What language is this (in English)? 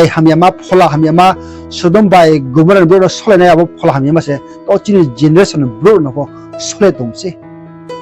Riang (India)